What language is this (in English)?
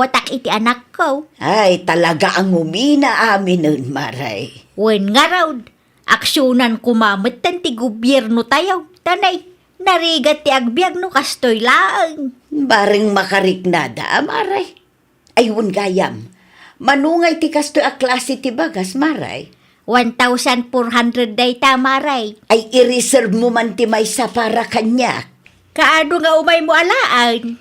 Iloko